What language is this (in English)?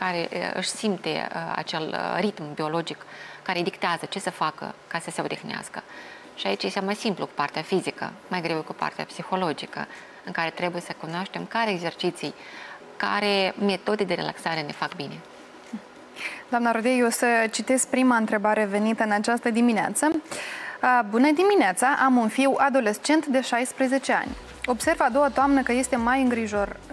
Romanian